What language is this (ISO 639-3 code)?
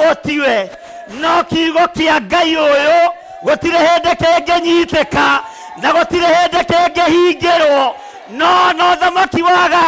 kik